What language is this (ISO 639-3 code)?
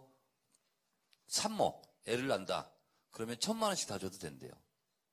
kor